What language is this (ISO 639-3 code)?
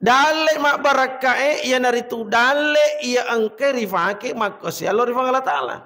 bug